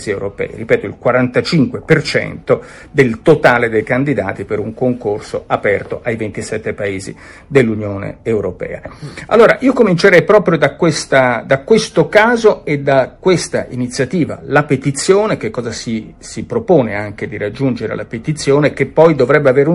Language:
Italian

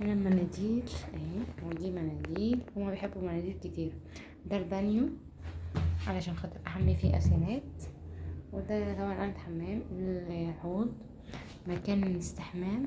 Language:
Egyptian Arabic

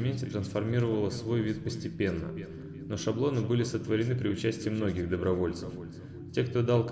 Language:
Russian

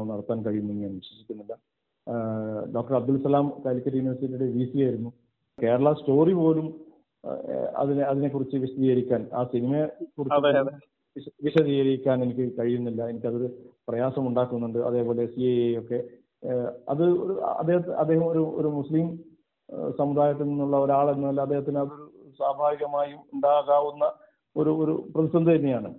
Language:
Malayalam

